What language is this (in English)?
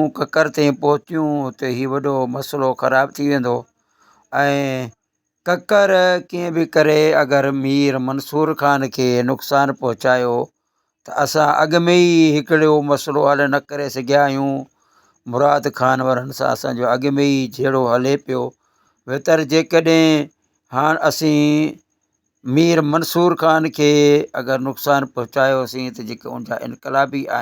Sindhi